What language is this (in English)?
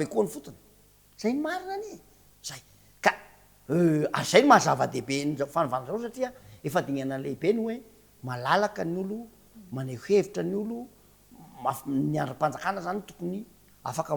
Malagasy